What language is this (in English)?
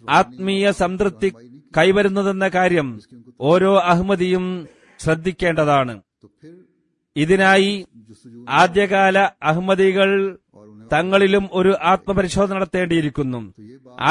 Malayalam